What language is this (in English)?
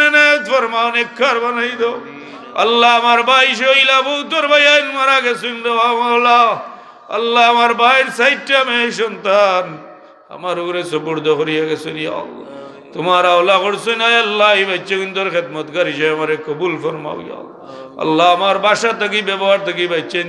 Sylheti